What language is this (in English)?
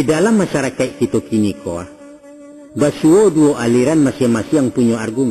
Minangkabau